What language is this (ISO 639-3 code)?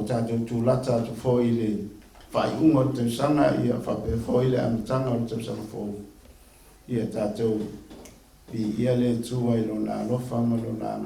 smo